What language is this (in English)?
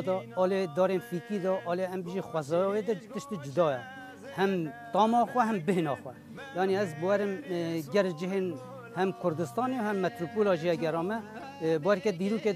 Kurdish